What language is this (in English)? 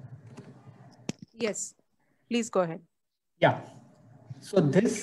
English